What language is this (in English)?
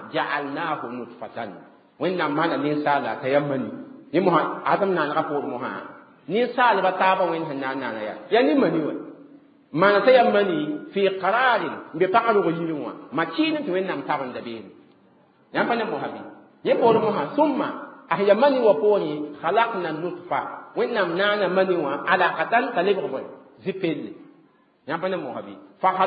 Mossi